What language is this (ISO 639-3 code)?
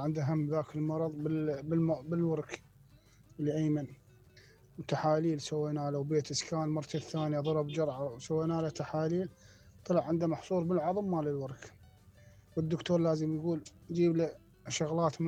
acm